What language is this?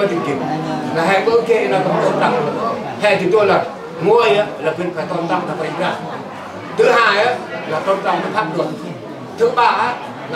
Central Mnong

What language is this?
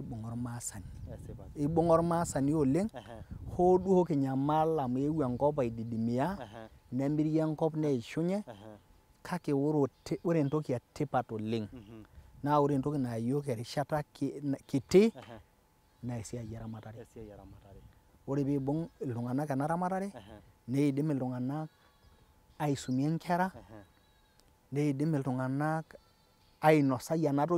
Masai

